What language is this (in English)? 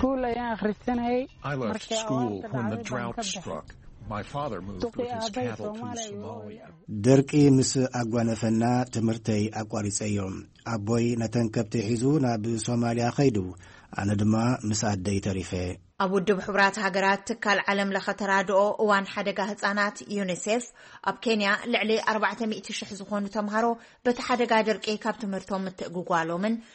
Tigrinya